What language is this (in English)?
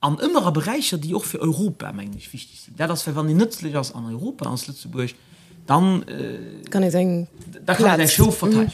Luxembourgish